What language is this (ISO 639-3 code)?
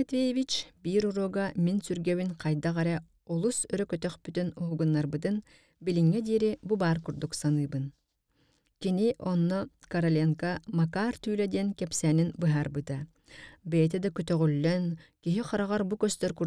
sah